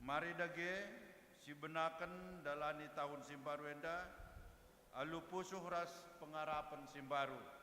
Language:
Batak Karo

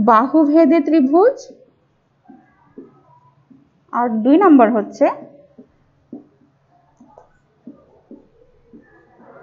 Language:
Bangla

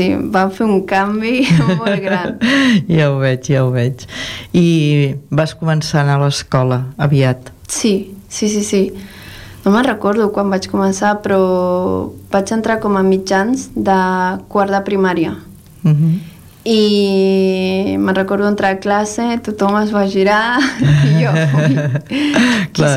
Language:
Catalan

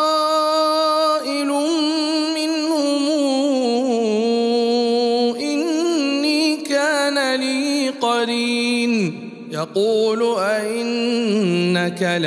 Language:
Arabic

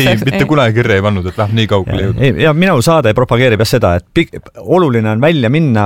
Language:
Estonian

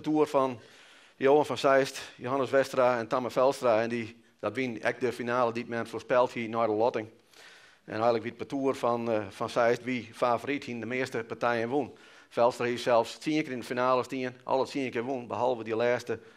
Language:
Western Frisian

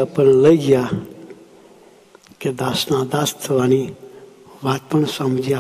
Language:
Gujarati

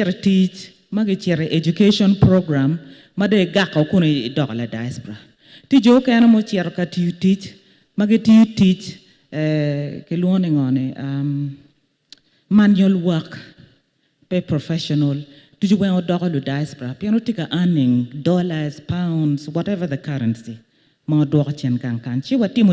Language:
Acoli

